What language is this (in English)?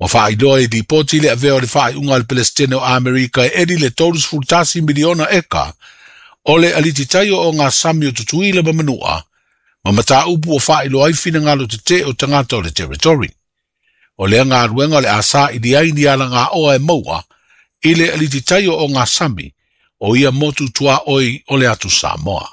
Samoan